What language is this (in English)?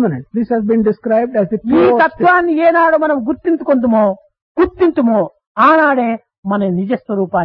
Telugu